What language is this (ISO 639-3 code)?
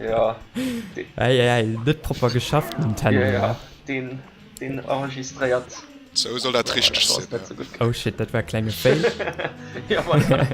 ltz